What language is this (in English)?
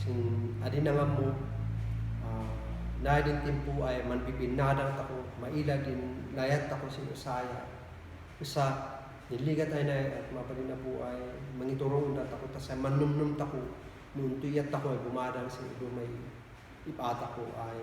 Kankanaey